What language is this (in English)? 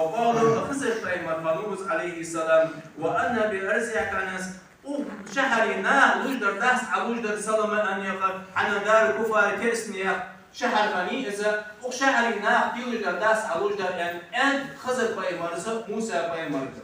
Ingush